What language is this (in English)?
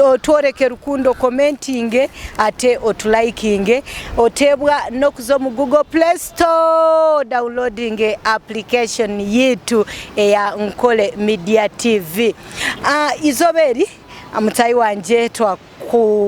Nyankole